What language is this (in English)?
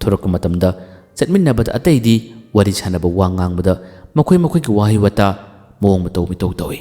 Manipuri